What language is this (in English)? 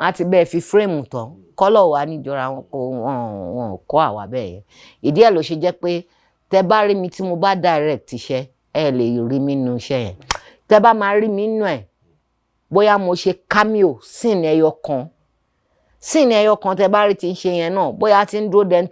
Yoruba